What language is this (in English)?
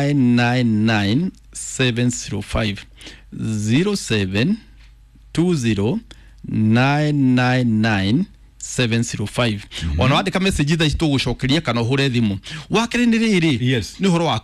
Kikuyu